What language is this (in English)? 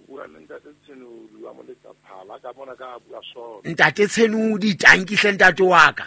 Southern Sotho